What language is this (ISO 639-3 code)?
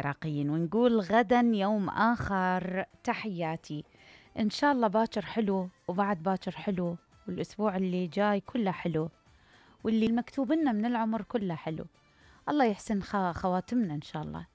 acm